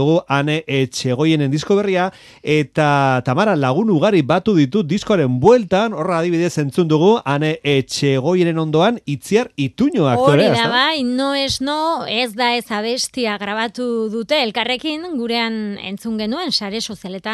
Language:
Basque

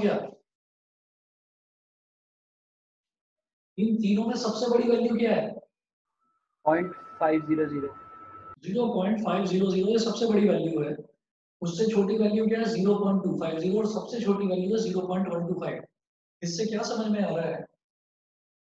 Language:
Hindi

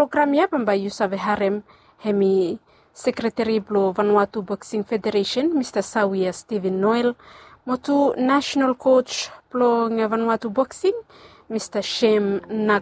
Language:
Bislama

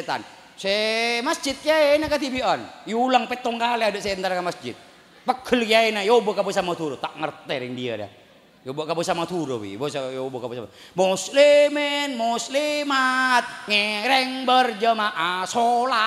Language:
Madurese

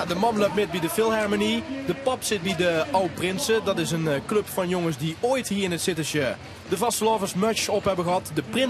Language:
Limburgish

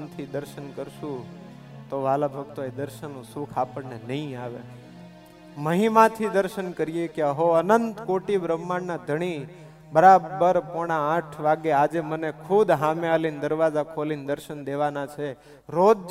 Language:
Gujarati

